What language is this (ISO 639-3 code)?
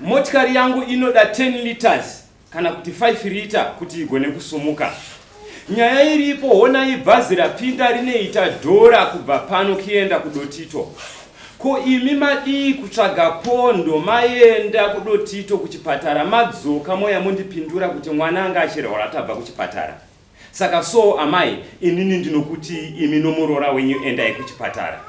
sna